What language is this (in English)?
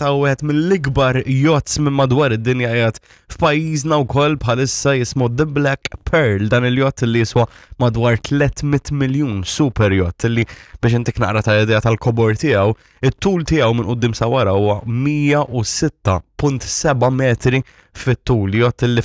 Maltese